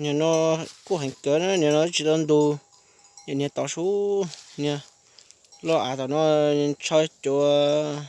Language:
Hmong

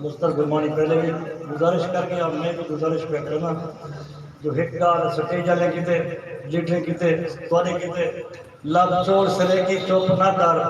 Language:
Saraiki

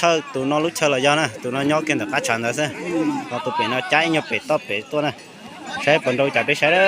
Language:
Hmong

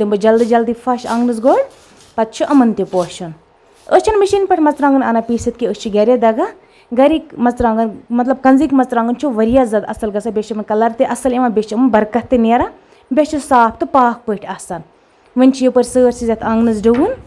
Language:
Kashmiri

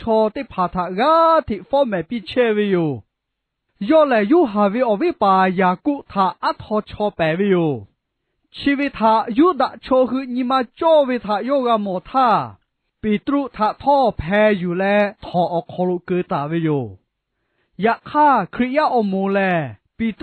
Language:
Lahu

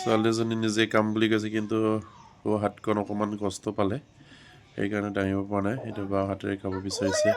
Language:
Assamese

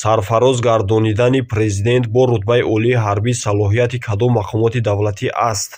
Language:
Tajik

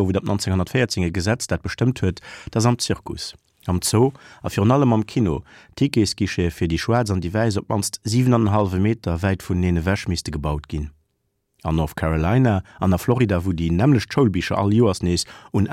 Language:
Luxembourgish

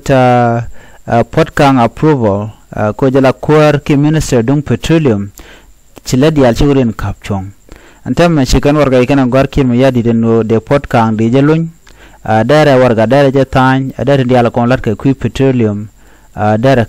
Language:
Nuer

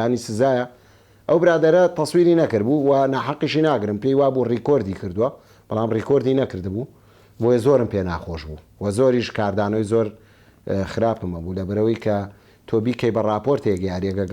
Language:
Central Kurdish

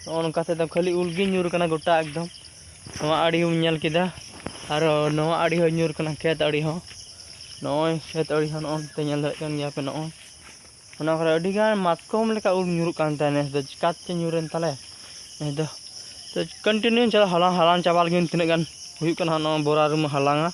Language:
Santali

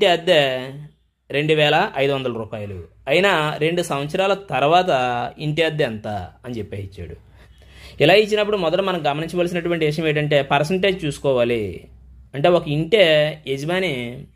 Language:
Telugu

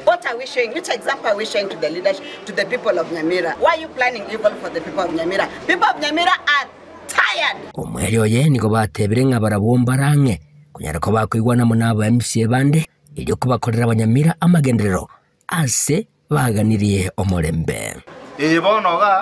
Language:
Gusii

